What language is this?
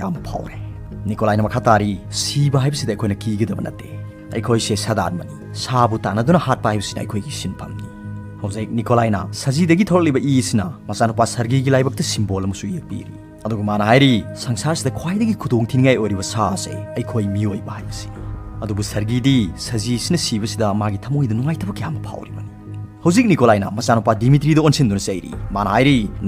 Manipuri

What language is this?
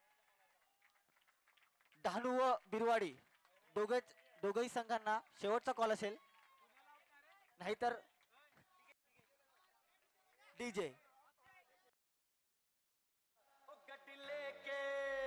Marathi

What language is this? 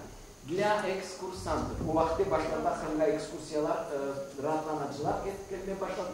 Crimean Tatar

